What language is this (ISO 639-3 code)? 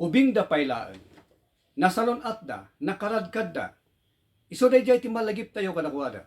ilo